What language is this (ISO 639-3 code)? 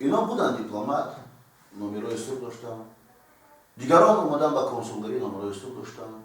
tgk